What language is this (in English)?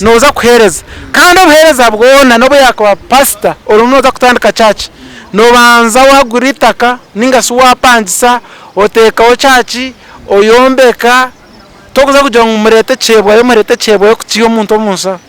Nyankole